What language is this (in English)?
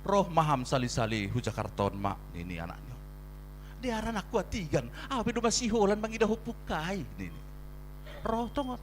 Batak Simalungun